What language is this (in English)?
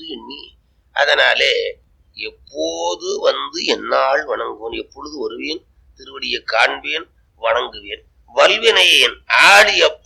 Tamil